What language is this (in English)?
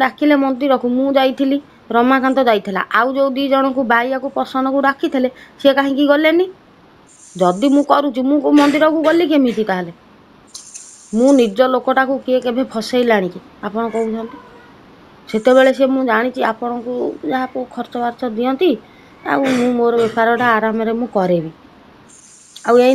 Odia